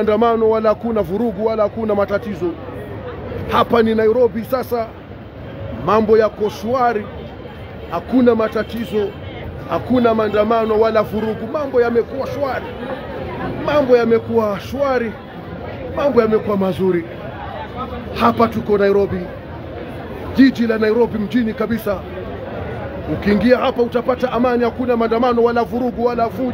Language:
Swahili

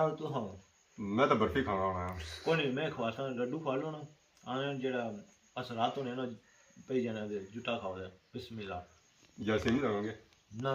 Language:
Pahari-Potwari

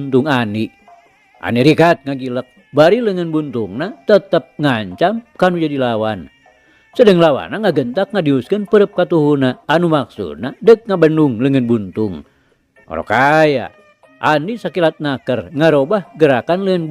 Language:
Sundanese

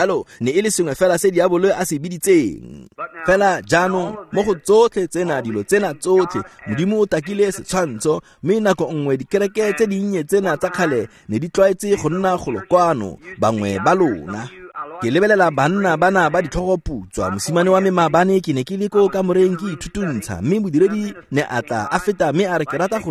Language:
Tswana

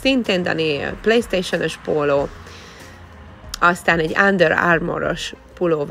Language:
Hungarian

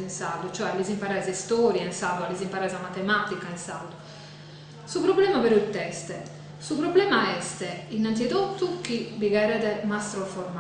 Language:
Sardinian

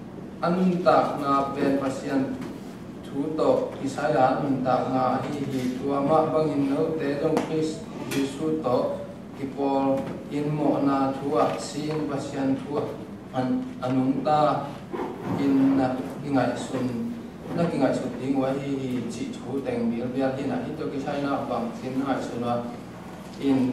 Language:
Tedim Chin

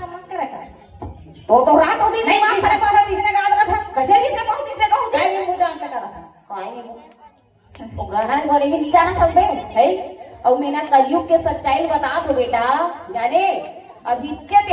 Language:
Chhattisgarhi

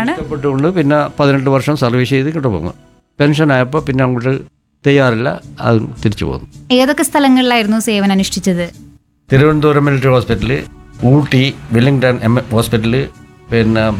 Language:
Malayalam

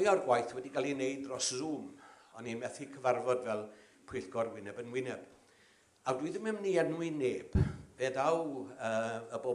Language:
Welsh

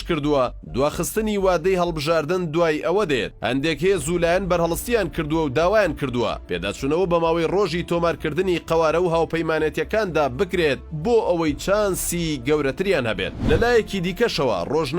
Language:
Central Kurdish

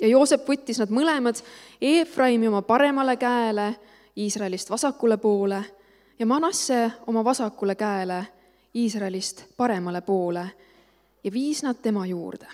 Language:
Estonian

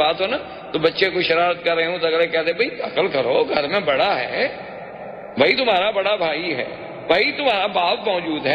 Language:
Urdu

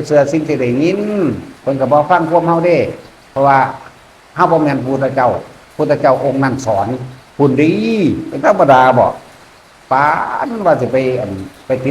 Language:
Northeastern Thai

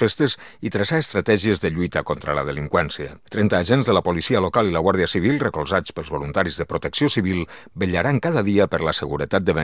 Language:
Catalan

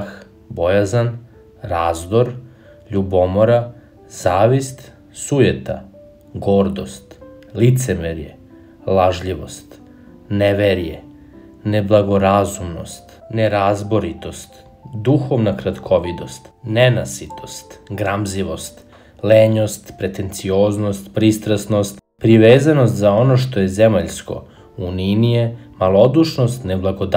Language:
Serbian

